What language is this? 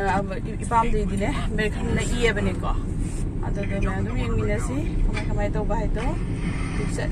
Manipuri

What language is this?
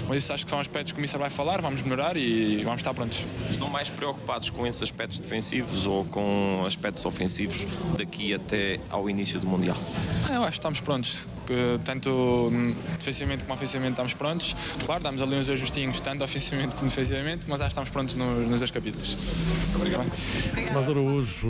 Portuguese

